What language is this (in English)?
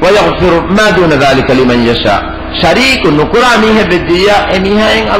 Divehi